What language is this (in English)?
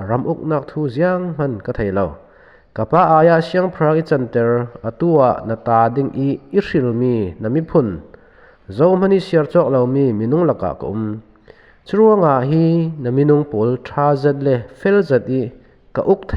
Falam Chin